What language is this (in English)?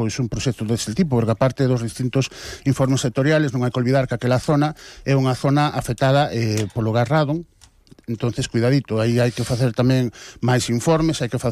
Galician